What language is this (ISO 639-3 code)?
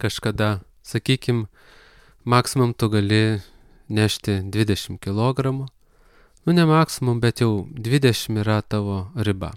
lit